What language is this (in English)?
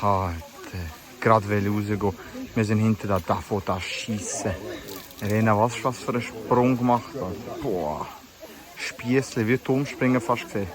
Swiss German